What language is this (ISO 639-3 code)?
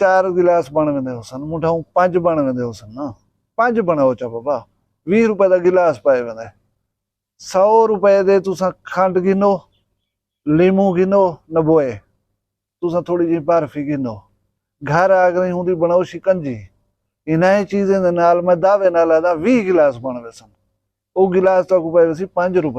skr